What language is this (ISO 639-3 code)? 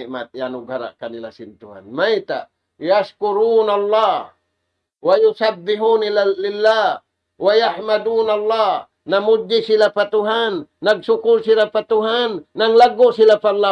tsg